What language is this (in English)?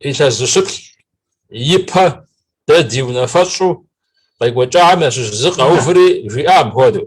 Kabardian